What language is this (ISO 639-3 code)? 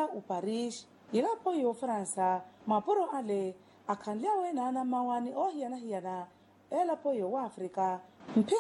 vmw